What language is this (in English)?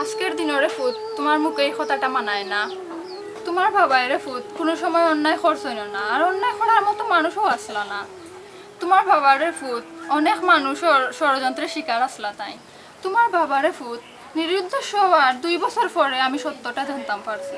Sylheti